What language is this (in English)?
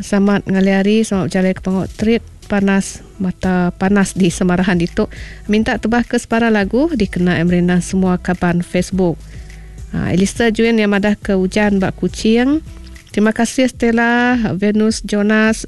Iban